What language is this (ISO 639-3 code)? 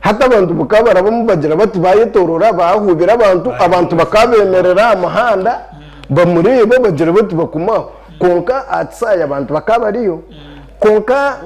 nyn